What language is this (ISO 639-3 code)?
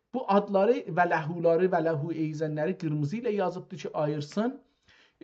azb